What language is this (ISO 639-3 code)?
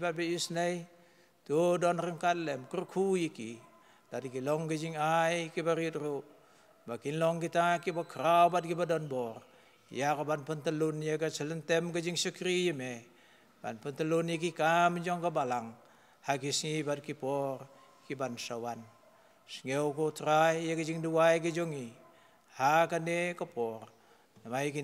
kha